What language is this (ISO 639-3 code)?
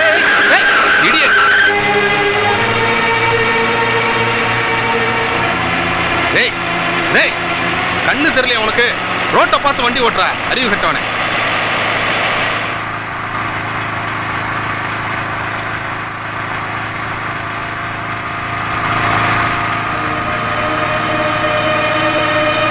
tam